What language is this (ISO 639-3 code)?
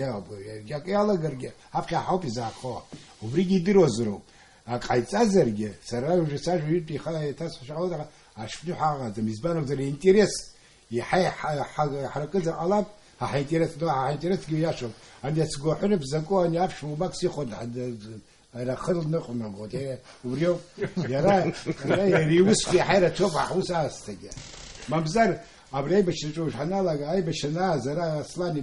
abk